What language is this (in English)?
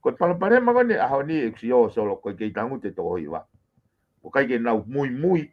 Tongan